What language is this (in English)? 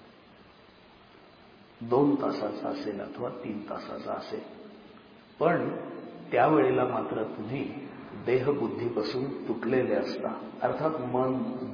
Marathi